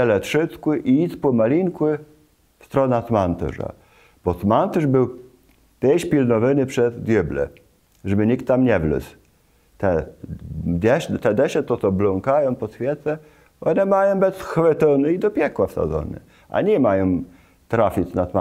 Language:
Kashubian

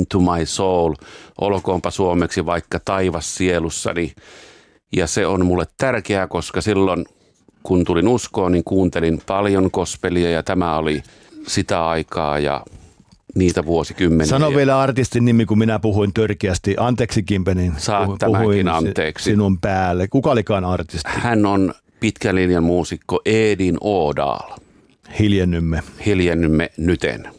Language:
Finnish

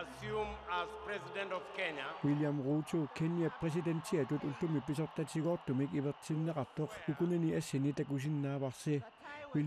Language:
Kalaallisut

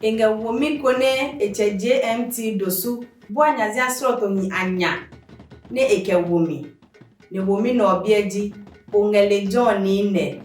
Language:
Adangme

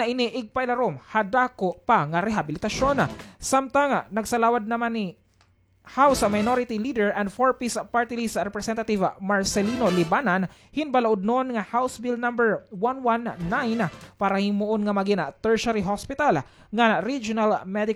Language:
Waray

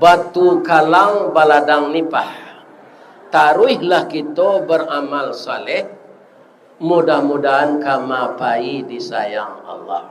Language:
Minangkabau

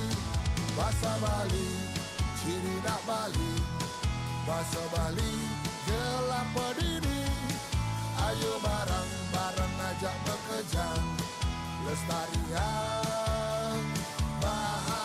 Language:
Balinese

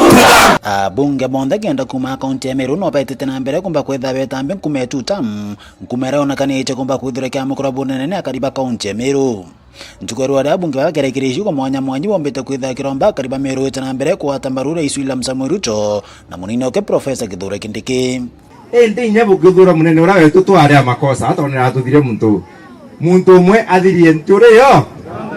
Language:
Meru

